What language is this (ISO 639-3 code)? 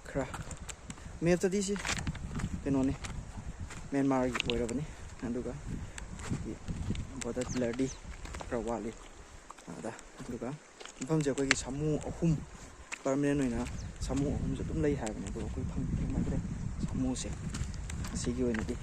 mni